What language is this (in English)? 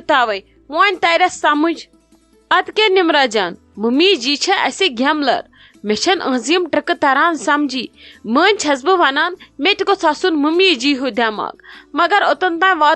Kashmiri